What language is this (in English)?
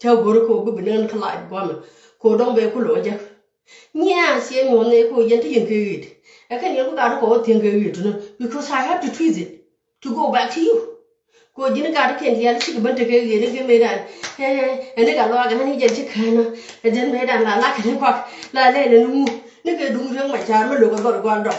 Nuer